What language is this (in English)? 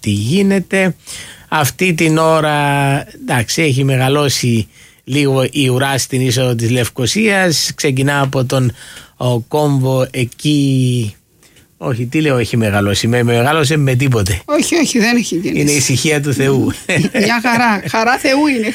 Greek